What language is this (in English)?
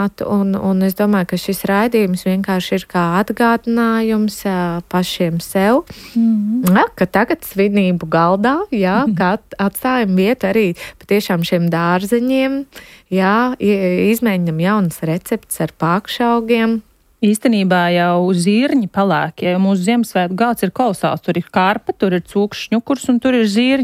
Latvian